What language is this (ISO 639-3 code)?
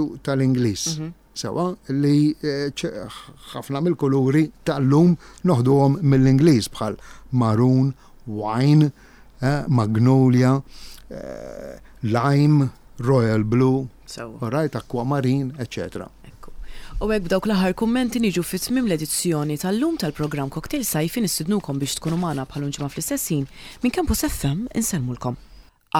mlt